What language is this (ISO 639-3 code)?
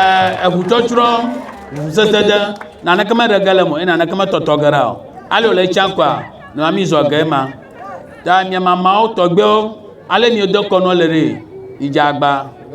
ewe